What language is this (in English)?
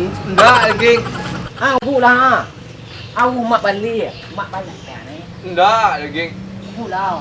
Minangkabau